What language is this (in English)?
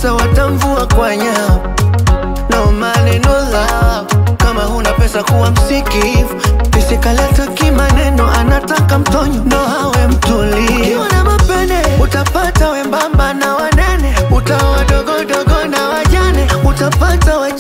Swahili